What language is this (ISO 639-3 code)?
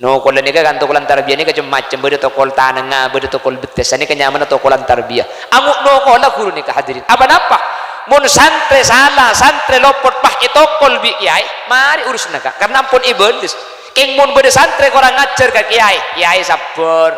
mad